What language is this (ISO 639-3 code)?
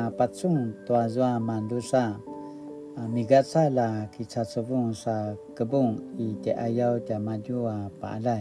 pwn